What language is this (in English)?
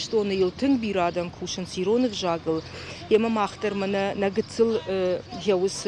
Ossetic